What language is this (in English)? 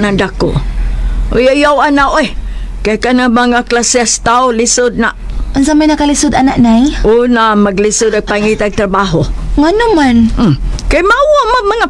Cebuano